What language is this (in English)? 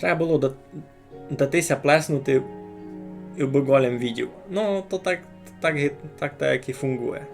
Rusyn